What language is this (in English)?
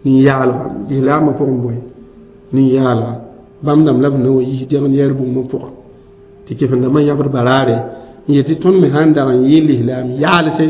Mossi